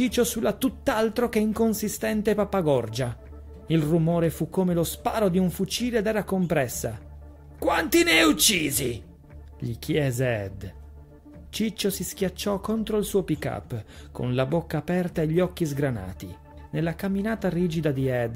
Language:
Italian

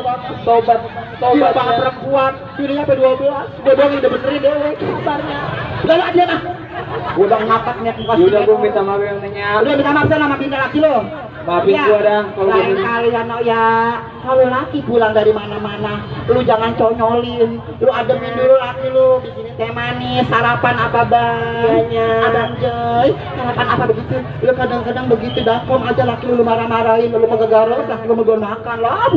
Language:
Betawi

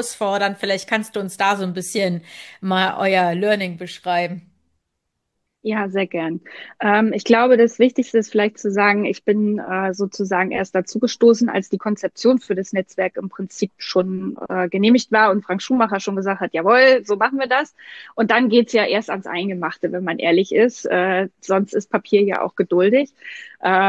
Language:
German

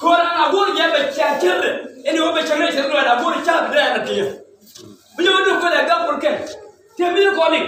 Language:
Nuer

